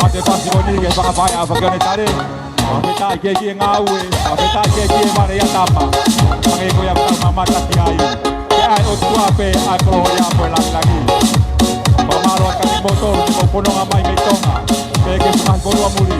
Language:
Tongan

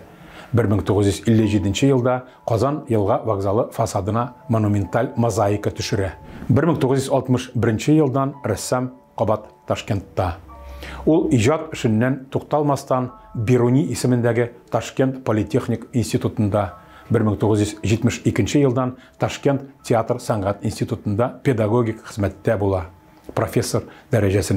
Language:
Tatar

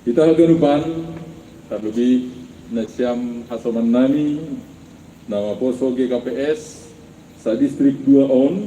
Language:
Batak Simalungun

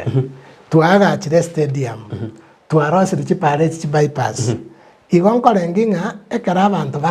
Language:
Gusii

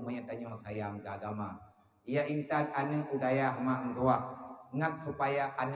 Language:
Achinese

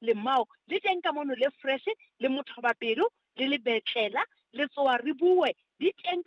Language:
Southern Sotho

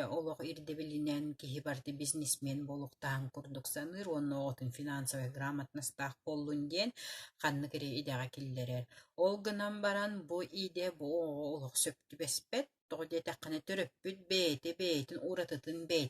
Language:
Yakut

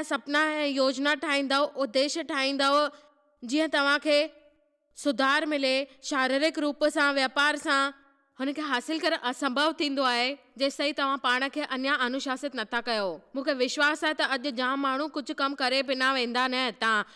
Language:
Sindhi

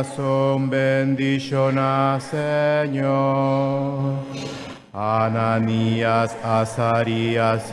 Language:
Papiamento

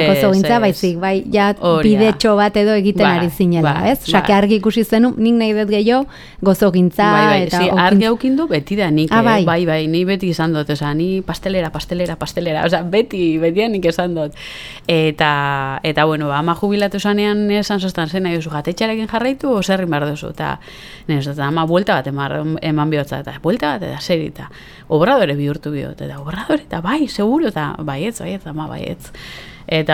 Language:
Basque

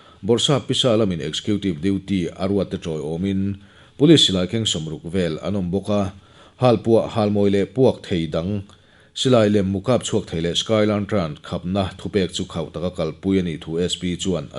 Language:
Mizo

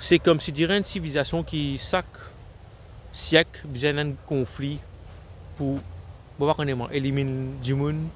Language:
Morisyen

